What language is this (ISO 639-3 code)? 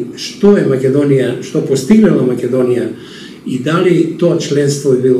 mkd